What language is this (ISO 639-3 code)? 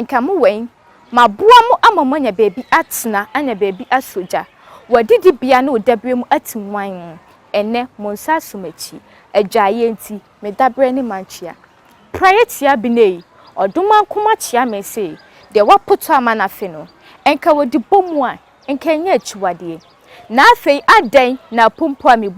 aka